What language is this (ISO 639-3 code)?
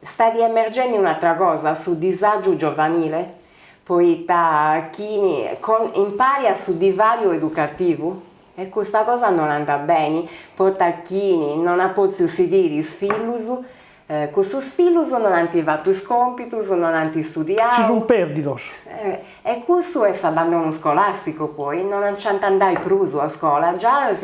srd